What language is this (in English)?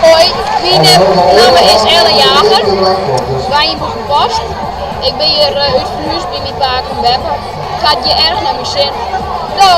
Western Frisian